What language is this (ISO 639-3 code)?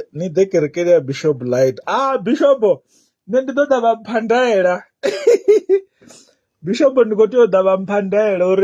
ven